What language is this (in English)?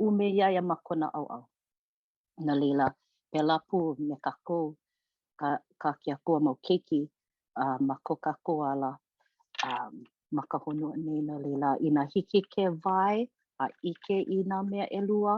Hawaiian